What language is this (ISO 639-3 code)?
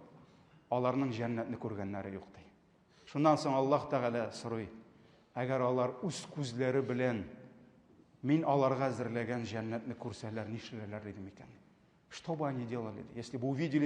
tat